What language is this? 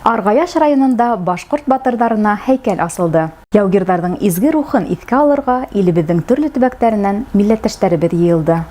Bashkir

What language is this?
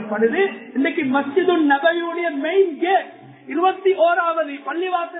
Tamil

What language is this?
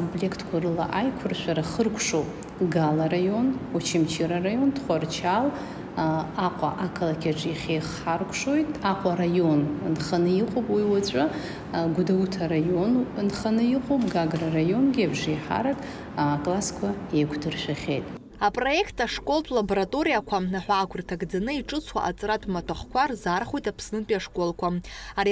Abkhazian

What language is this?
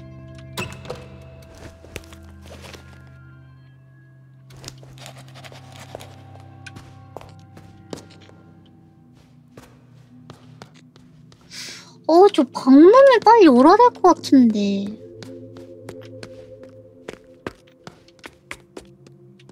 Korean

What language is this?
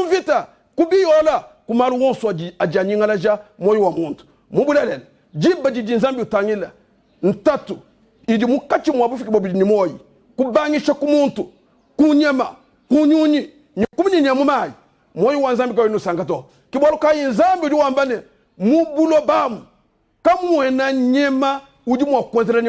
Luba-Lulua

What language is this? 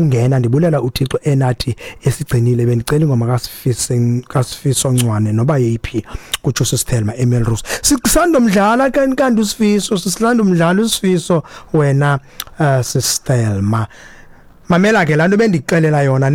Xhosa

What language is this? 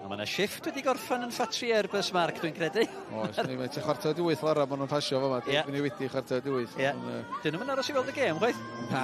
Welsh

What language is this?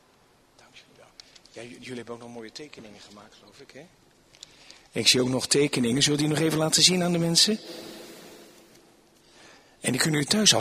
Dutch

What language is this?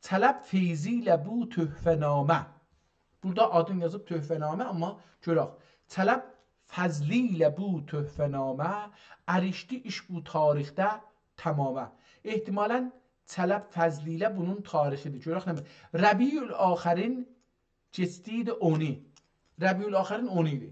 South Azerbaijani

